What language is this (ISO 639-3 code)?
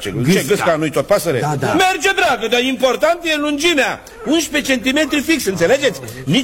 ron